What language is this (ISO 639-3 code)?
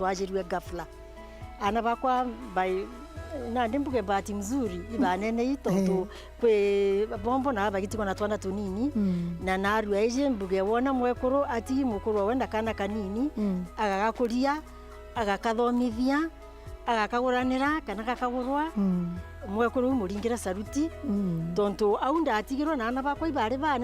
mer